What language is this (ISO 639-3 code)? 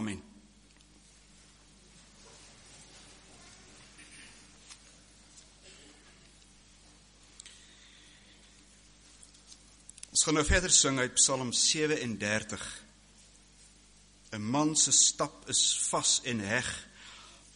afr